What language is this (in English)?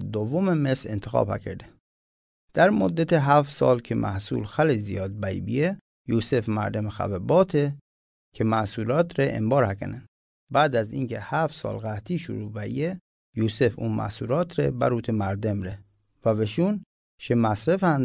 Mazanderani